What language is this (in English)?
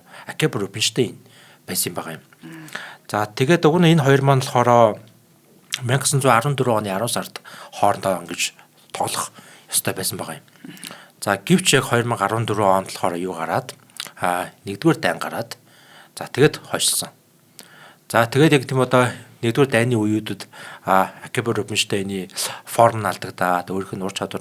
Mongolian